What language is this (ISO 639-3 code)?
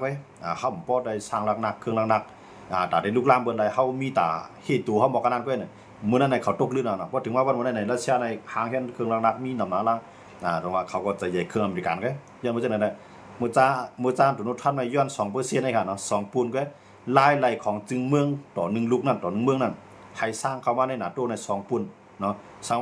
shn